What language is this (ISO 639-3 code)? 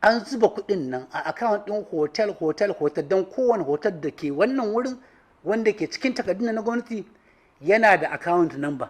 hau